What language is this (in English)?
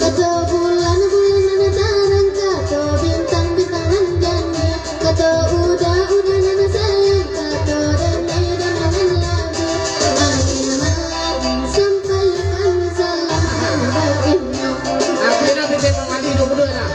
Minangkabau